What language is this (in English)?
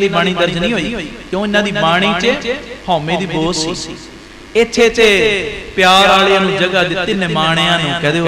Punjabi